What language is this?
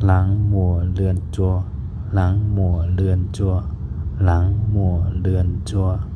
Shan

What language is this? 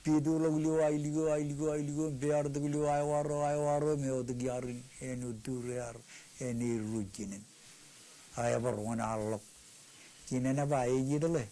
Marshallese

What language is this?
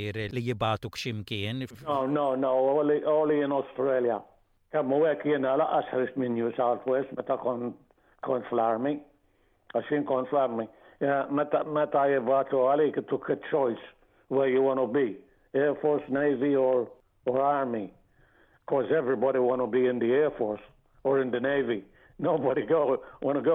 Maltese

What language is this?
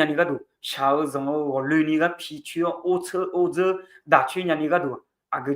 Akha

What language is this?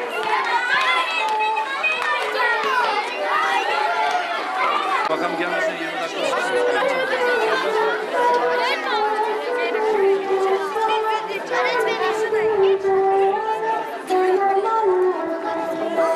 Turkish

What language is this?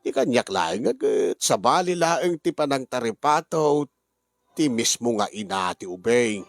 Iloko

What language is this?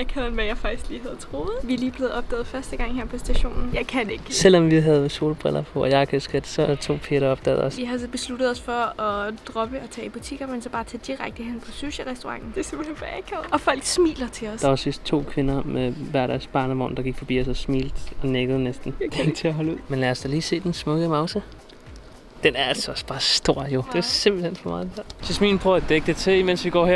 Danish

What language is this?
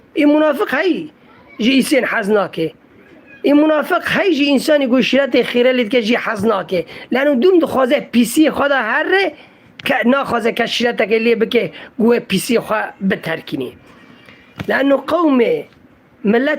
Kurdish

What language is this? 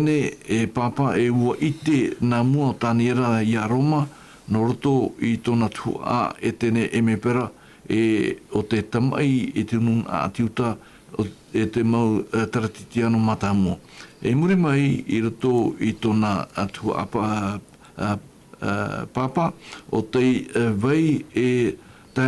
Tahitian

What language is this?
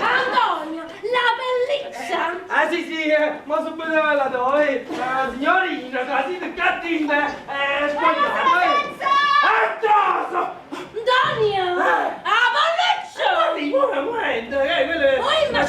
Neapolitan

